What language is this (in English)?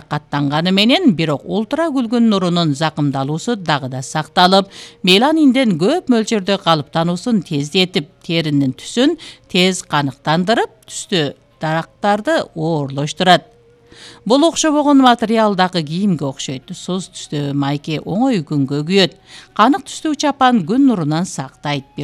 Kyrgyz